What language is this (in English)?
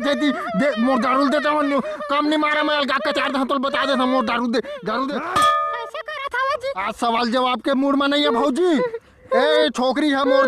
Chhattisgarhi